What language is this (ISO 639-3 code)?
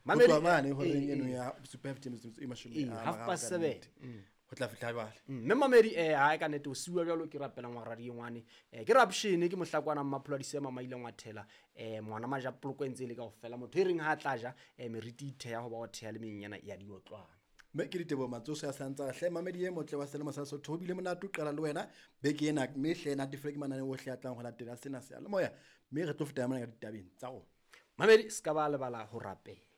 sot